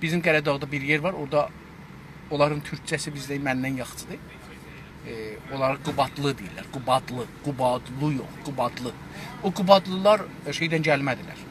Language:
South Azerbaijani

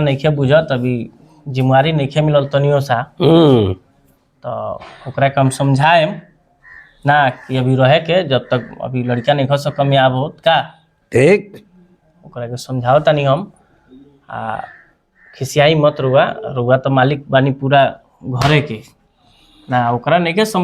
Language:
Bhojpuri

